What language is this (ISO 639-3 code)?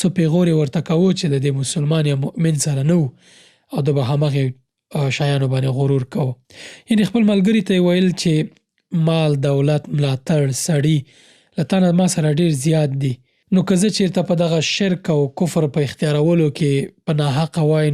pus